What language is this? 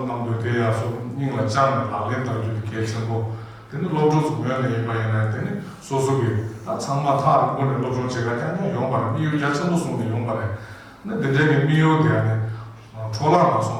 Tibetan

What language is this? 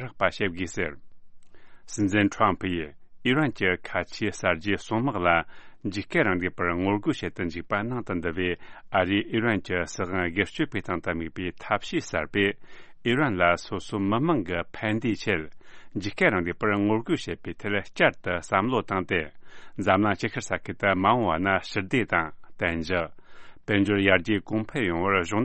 Tibetan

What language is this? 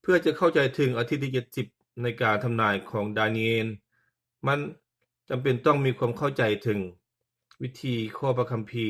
Lao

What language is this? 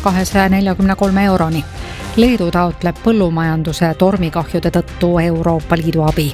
Estonian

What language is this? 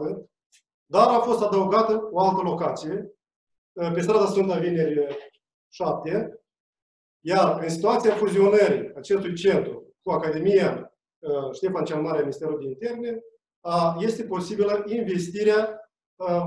Romanian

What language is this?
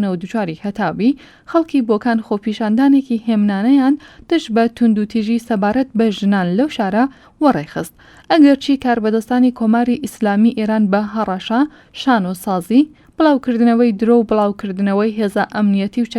Central Kurdish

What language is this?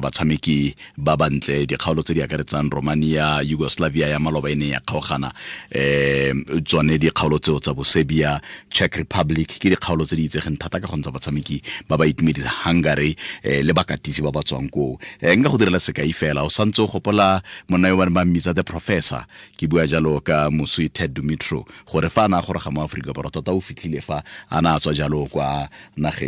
Tswana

